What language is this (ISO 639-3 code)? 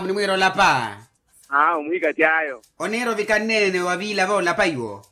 vmw